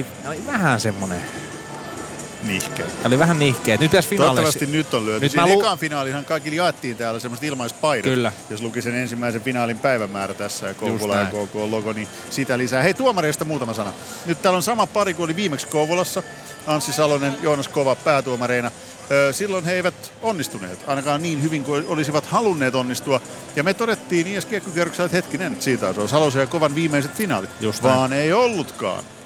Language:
Finnish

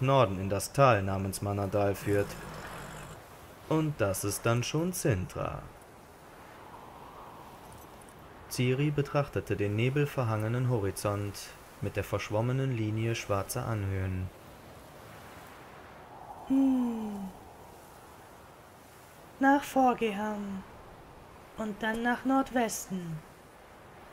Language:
German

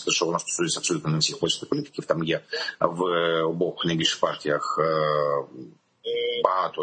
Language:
Ukrainian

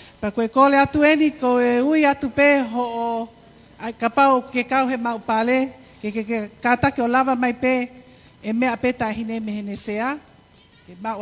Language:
Tongan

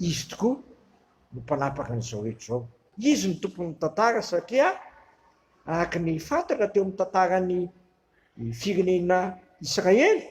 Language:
Malagasy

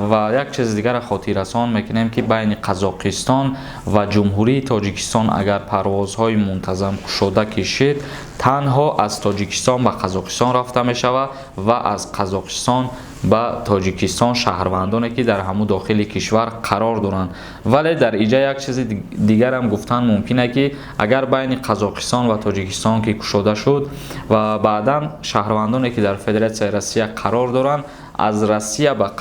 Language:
Tajik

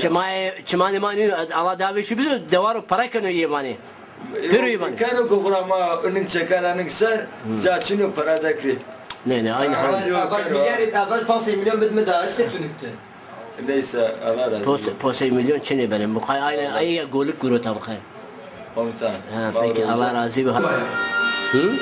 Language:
Zaza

